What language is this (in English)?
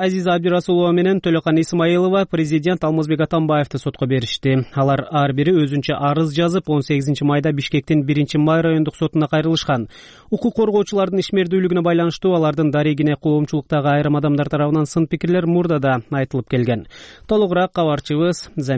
Kyrgyz